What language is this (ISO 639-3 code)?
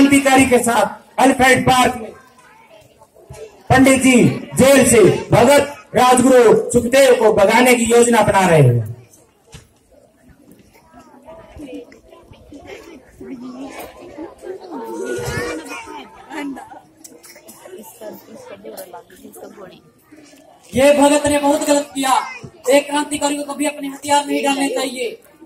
hin